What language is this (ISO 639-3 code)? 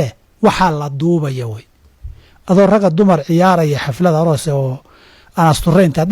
som